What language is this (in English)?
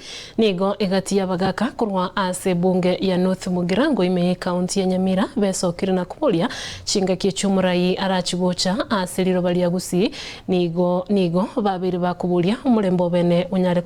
Gusii